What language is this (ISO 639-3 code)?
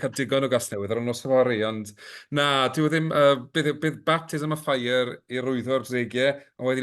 cym